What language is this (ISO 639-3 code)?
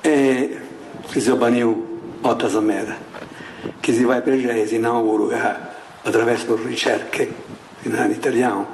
srd